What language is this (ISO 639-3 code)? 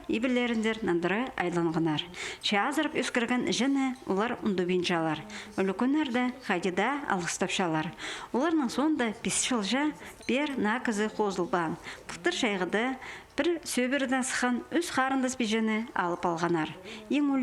kjh